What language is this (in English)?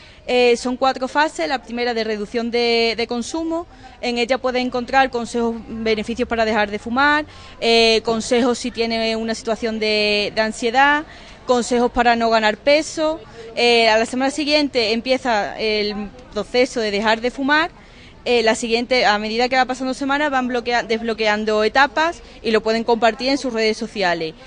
Spanish